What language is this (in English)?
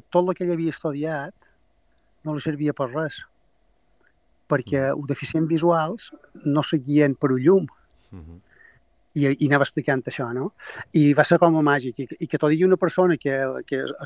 Catalan